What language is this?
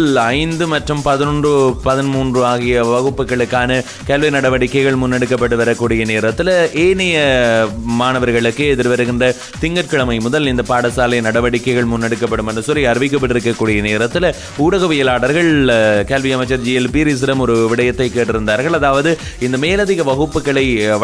Tamil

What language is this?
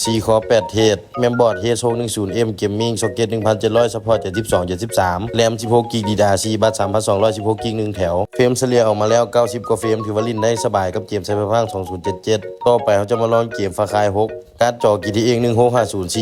Lao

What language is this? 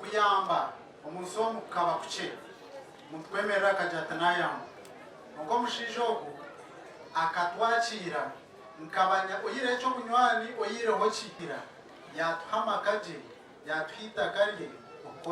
Nyankole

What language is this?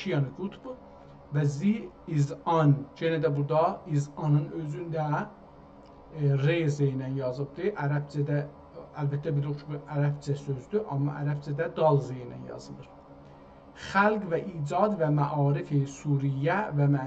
South Azerbaijani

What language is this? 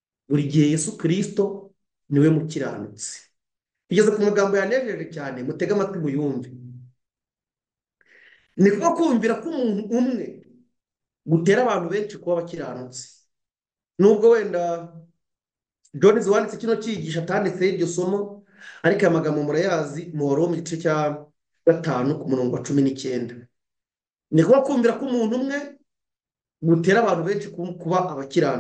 Kinyarwanda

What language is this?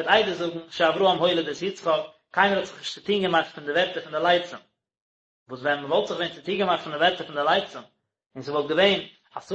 Yiddish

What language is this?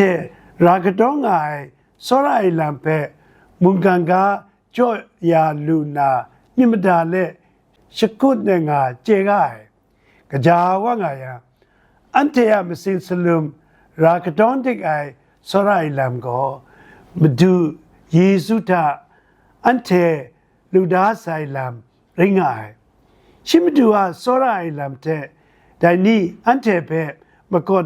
Kachin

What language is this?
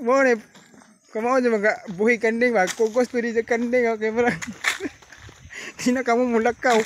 Cebuano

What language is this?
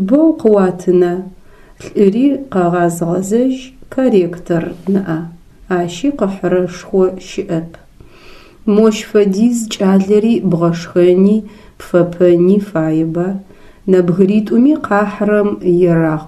Adyghe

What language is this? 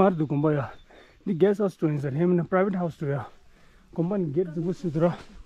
Tibetan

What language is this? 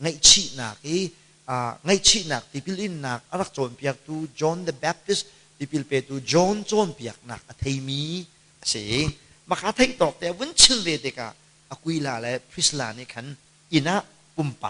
Hakha Chin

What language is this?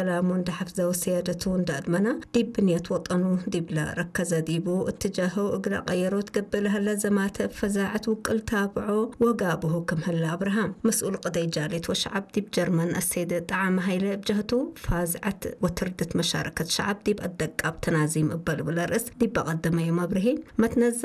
Tigre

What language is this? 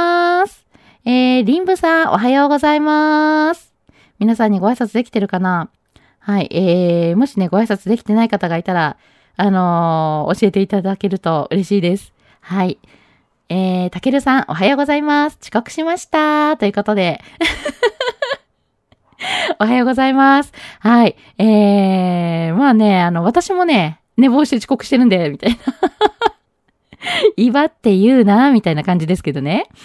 Japanese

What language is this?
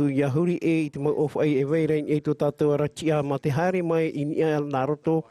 Tahitian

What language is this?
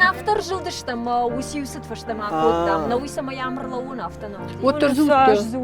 Ossetic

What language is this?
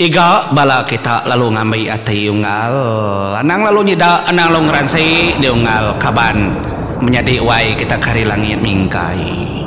Iban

